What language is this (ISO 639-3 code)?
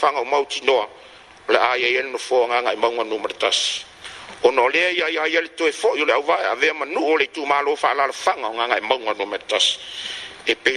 smo